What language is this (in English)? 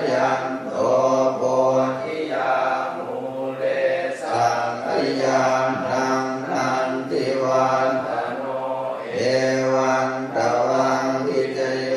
Pali